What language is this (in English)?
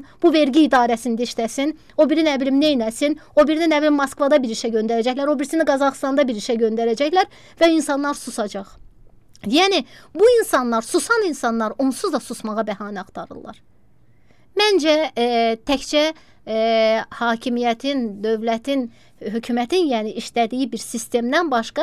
Azerbaijani